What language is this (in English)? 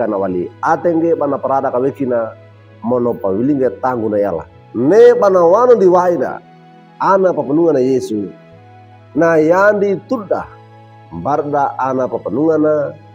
Wejewa